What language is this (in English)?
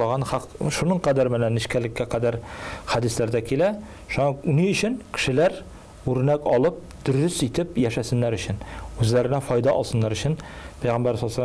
Tatar